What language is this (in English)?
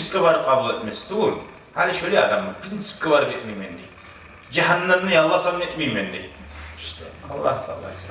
Kumyk